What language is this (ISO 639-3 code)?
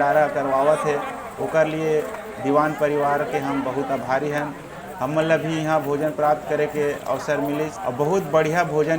hne